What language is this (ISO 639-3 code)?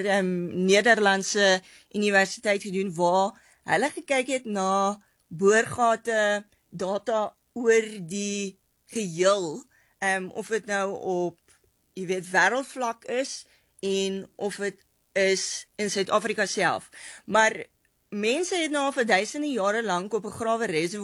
afr